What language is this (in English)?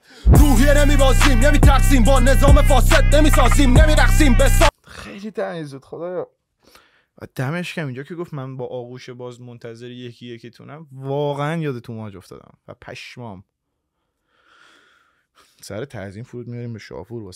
Persian